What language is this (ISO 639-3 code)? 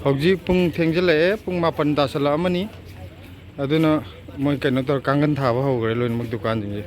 mni